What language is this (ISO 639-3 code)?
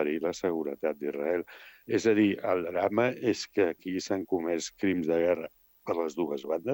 cat